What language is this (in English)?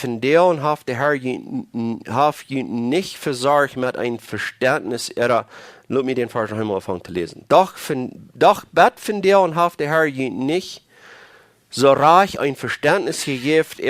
Plautdietsch